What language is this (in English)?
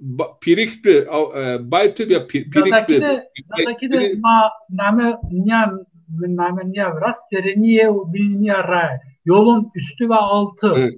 Zaza